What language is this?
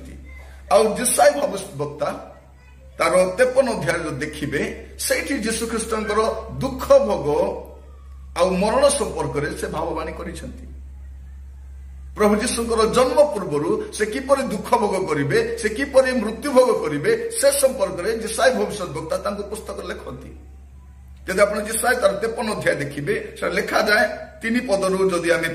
Odia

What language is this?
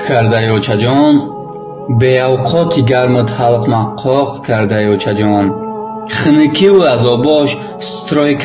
Tajik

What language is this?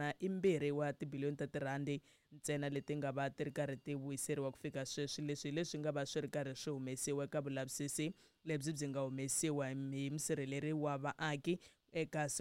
Tsonga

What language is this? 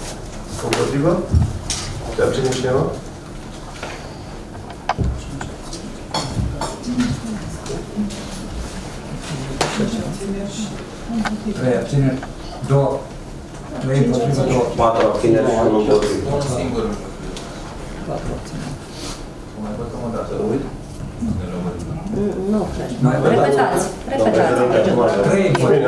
Romanian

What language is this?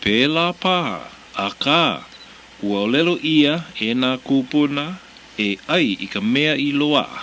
Hawaiian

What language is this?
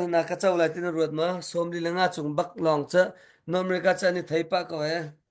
Hakha Chin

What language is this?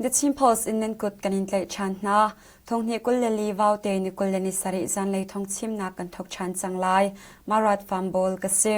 Hakha Chin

